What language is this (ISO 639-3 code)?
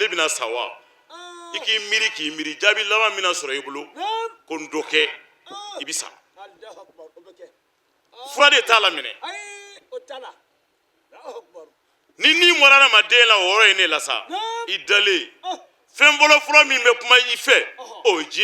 bam